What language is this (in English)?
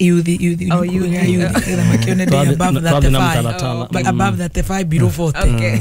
Kikuyu